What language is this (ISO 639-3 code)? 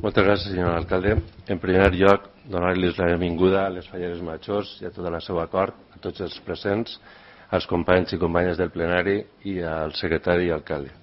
cat